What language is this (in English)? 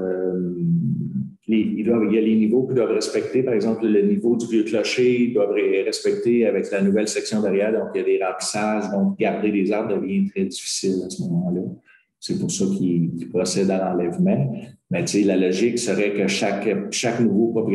French